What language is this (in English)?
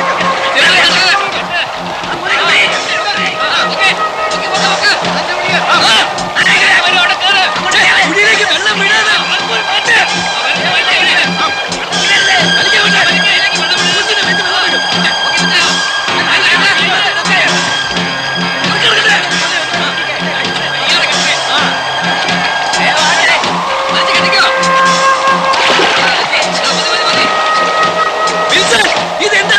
Malayalam